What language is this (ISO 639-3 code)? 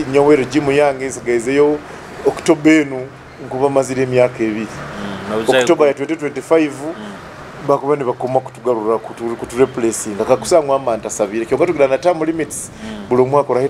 nyo